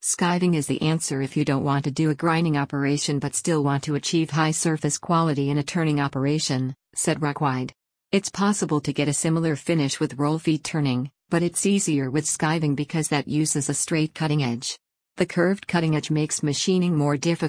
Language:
English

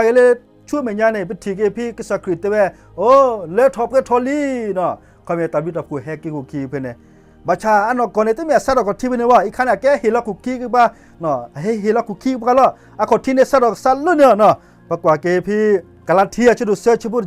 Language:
S'gaw Karen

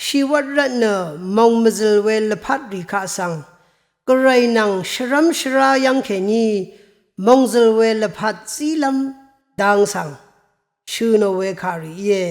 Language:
Rawang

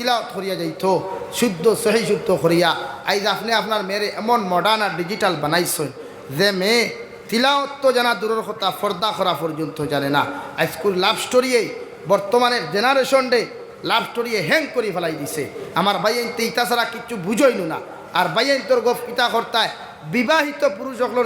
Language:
Sylheti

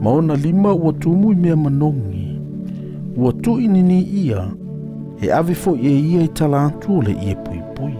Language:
Samoan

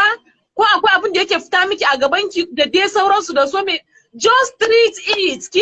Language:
Hausa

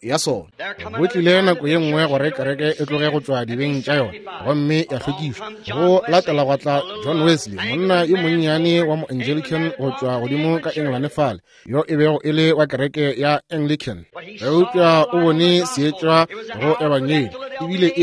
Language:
Northern Sotho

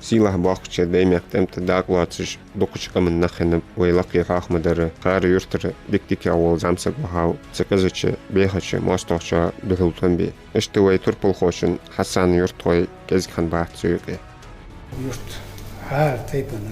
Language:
Ingush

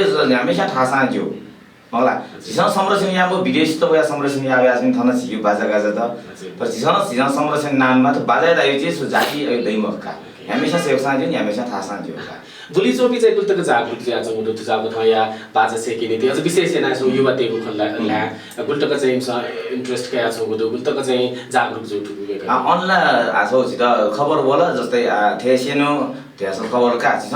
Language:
Newari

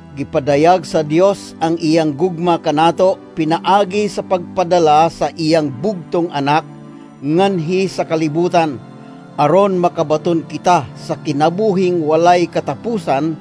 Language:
Cebuano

